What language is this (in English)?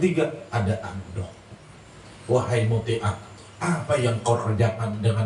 Banjar